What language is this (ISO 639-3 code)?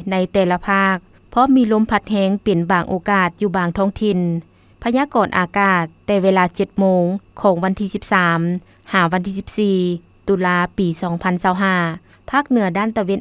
lao